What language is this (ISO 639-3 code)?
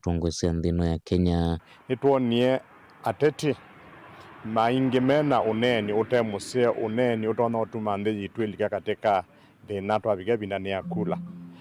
kam